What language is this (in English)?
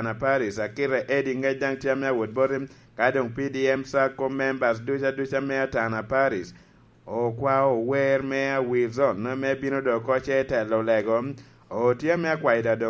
Lango (Uganda)